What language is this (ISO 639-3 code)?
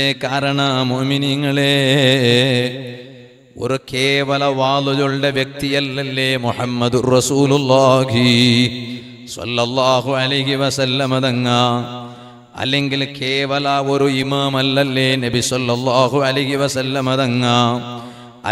mal